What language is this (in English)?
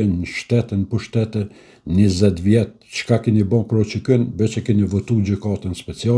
Albanian